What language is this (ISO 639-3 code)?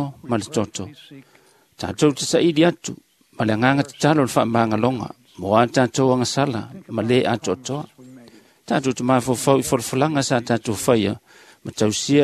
smo